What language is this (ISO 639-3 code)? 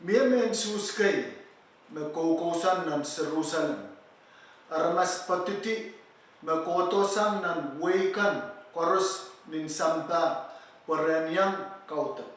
pon